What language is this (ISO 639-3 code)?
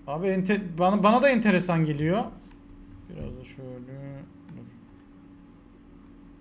tur